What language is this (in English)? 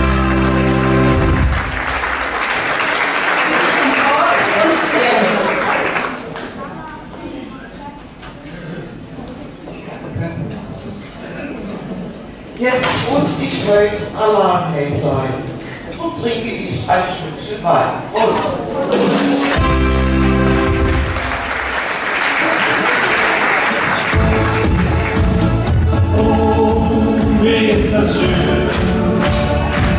German